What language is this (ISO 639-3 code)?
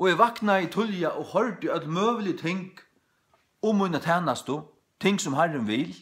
fao